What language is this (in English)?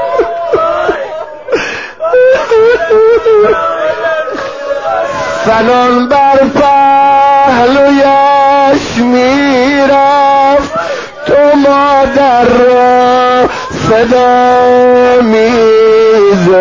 Persian